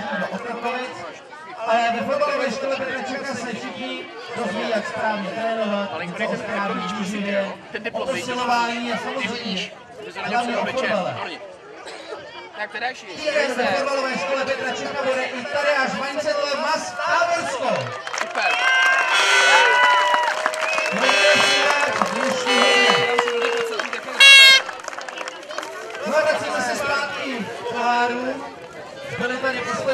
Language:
Czech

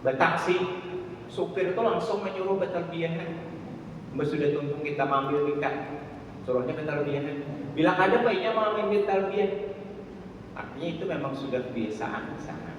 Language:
Banjar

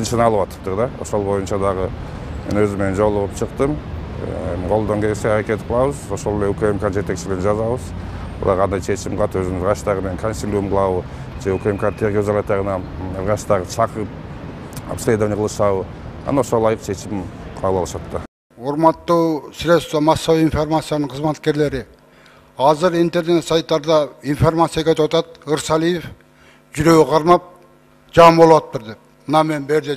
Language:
Kyrgyz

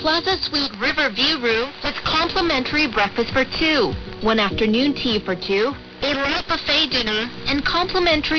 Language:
English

